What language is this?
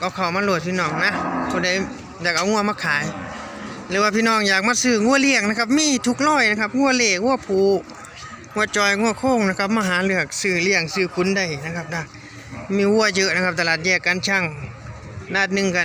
Northeastern Thai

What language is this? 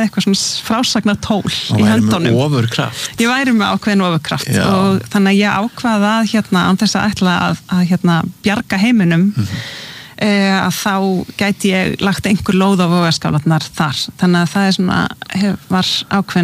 Icelandic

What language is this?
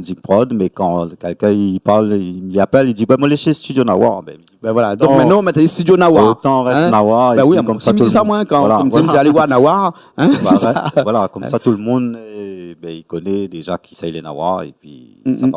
Réunion Creole French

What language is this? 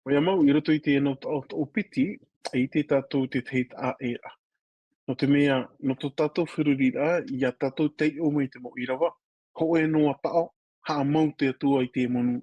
Tahitian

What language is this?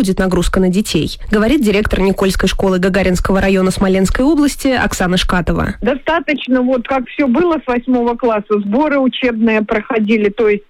Russian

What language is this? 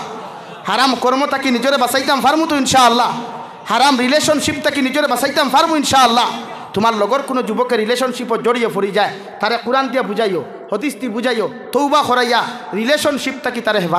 Sylheti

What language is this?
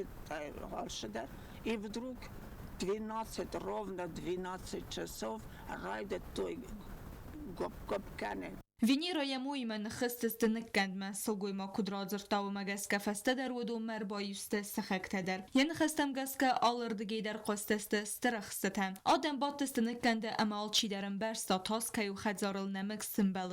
Ossetic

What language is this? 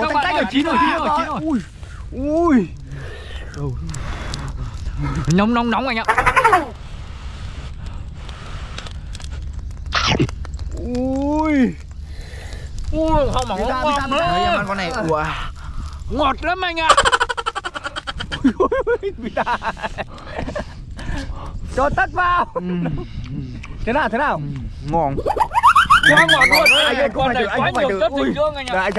Vietnamese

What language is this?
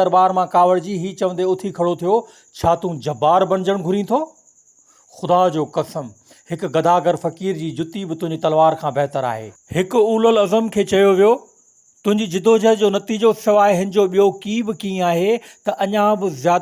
Sindhi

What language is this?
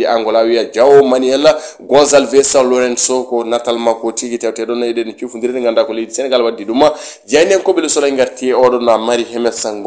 Fula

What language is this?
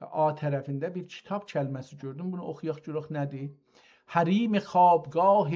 South Azerbaijani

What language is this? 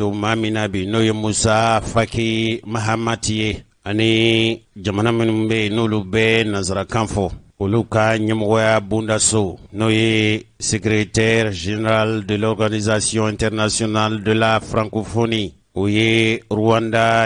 Bambara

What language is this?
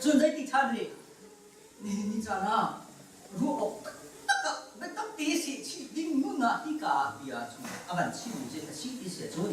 Hakha Chin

